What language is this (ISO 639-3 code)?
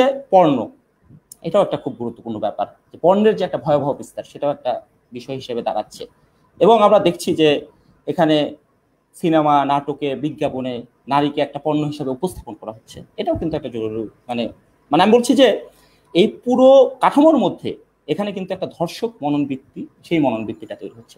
ben